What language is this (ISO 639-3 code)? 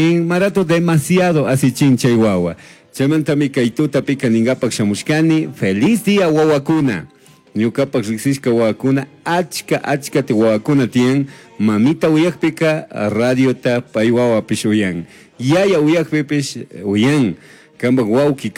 qug